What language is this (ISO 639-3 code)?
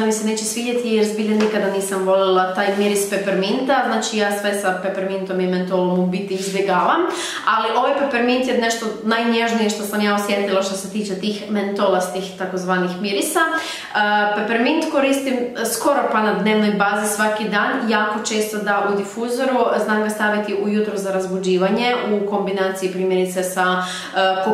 hrv